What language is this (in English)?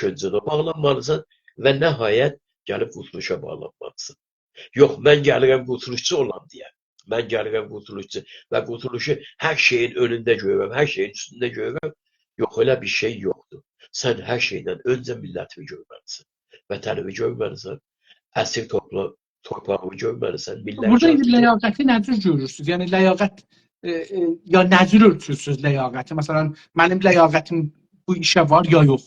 South Azerbaijani